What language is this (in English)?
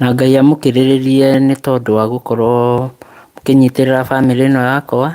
Kikuyu